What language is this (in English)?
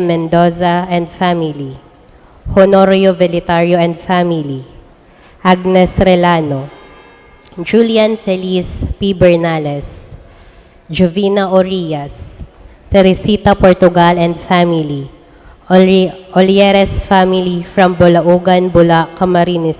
Bikol